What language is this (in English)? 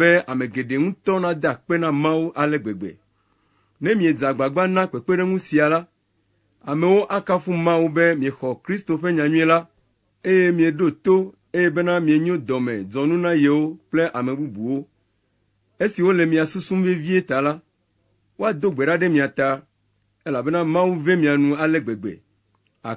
Ewe